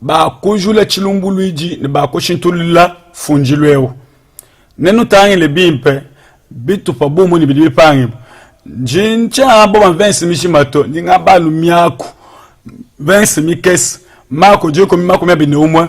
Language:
Luba-Lulua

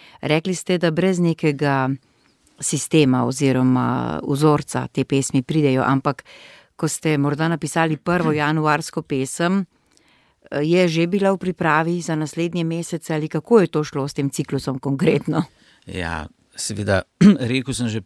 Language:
Slovenian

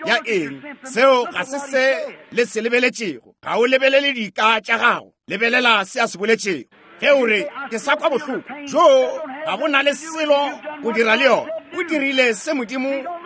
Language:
Northern Sotho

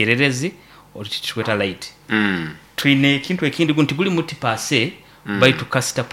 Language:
Nyoro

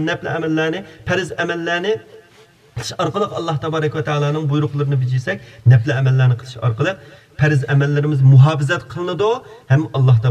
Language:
Uyghur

